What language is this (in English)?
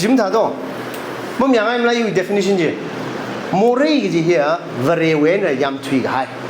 Tangkhul Naga (India)